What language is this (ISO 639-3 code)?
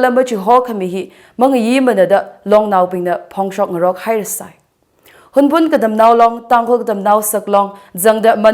nmf